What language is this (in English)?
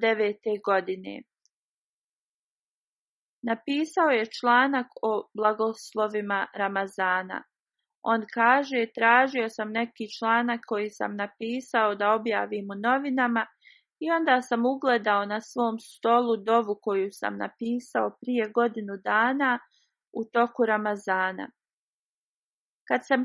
Bosnian